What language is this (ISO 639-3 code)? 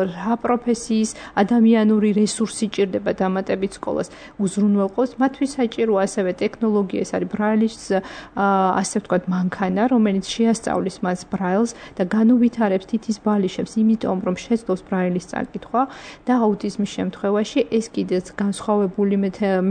kat